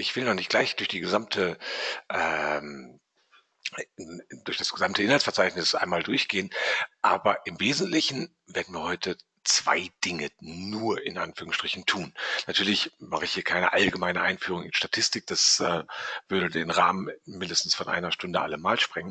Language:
German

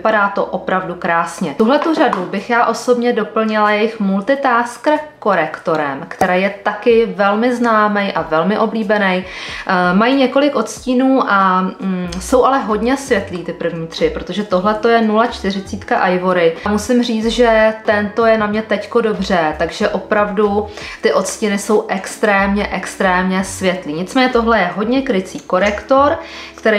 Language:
Czech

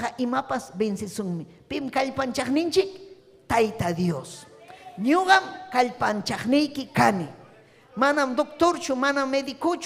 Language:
Ayacucho Quechua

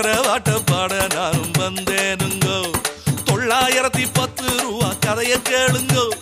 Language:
Tamil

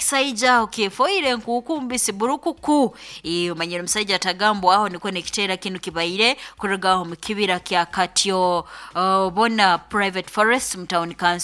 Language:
Nyoro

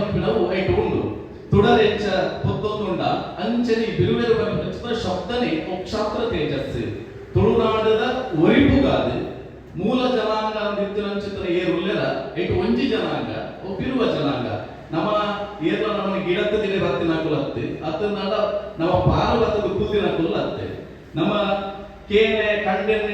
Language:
Tulu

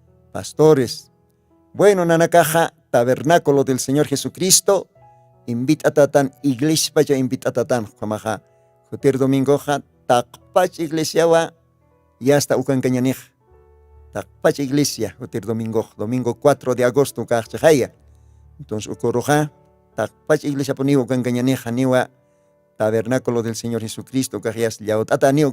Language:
Aymara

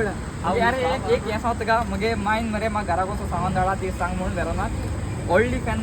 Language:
Konkani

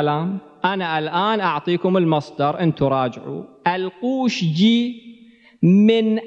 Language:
Arabic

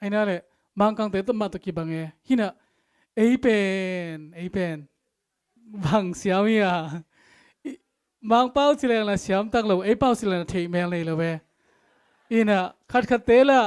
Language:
Tedim Chin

